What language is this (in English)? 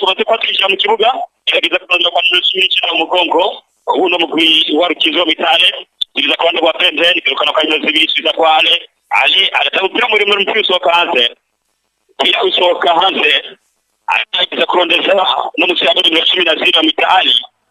Rundi